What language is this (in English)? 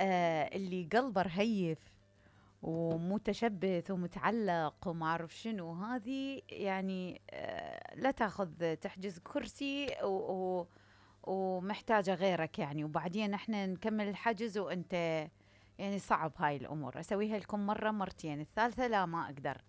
Mesopotamian Arabic